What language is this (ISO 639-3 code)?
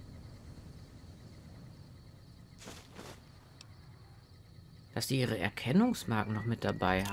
deu